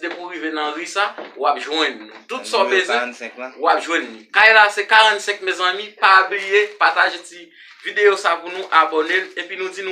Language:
Haitian Creole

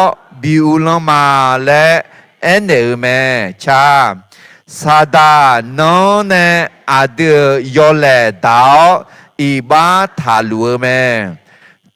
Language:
Akha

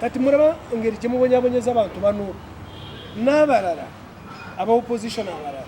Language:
Ganda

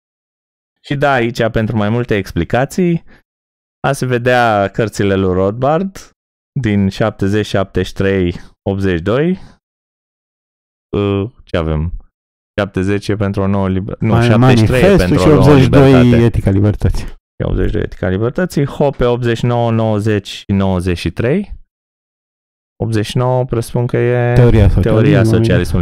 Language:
Romanian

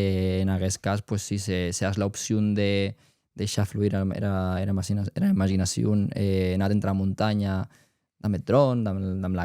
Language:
Occitan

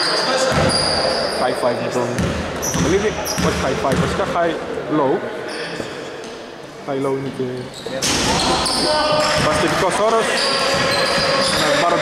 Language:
Greek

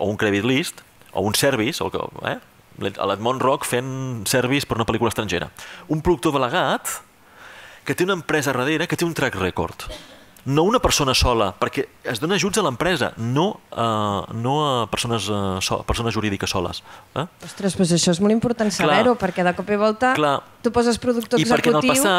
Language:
Catalan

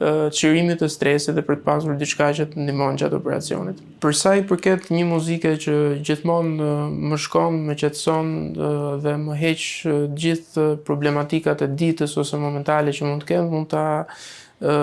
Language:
Albanian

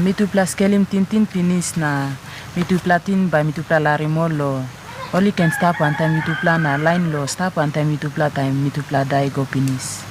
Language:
Tok Pisin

